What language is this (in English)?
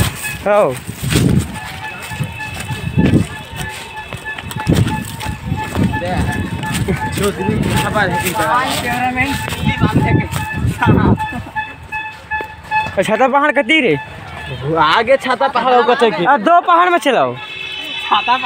Hindi